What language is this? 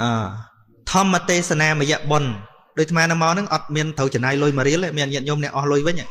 Khmer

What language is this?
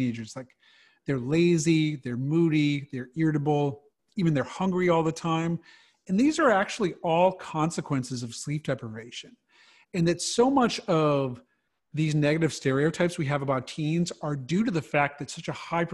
English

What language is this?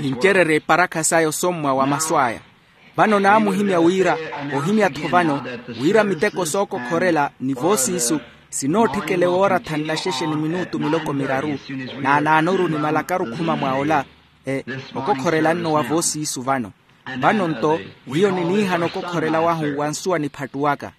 Makhuwa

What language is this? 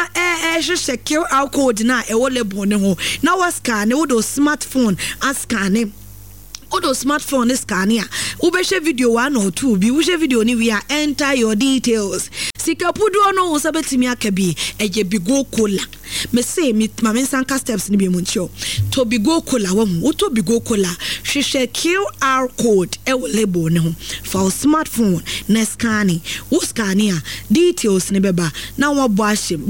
Akan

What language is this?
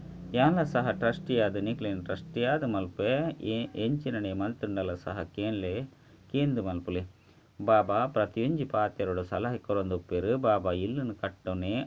Tulu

